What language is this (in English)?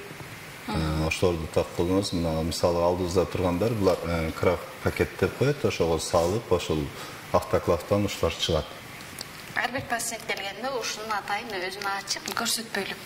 Kyrgyz